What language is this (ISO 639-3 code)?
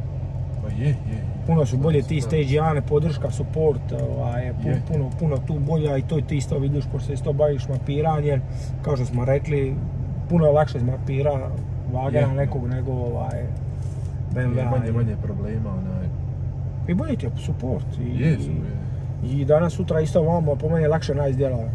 hrv